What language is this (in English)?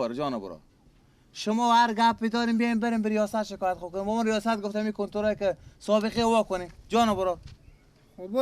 Persian